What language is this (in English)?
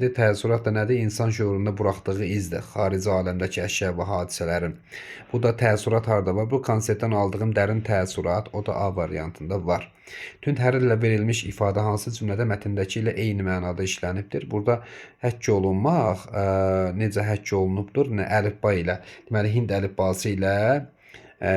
Azerbaijani